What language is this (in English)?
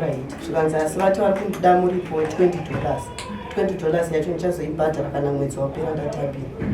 Shona